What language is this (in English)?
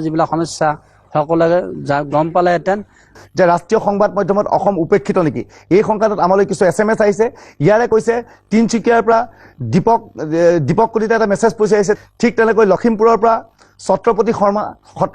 Assamese